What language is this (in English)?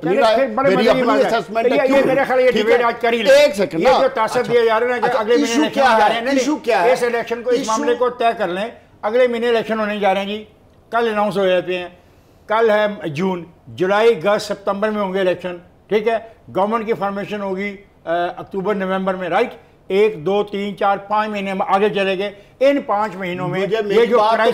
Urdu